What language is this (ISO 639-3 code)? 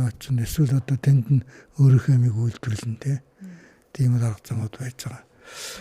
mon